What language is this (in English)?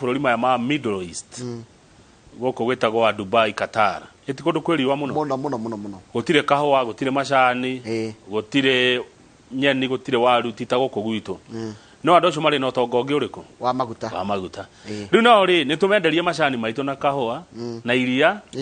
Kikuyu